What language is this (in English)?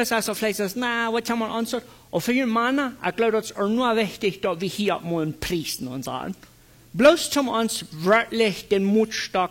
Plautdietsch